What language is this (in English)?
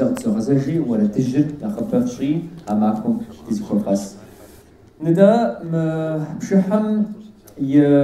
Kabardian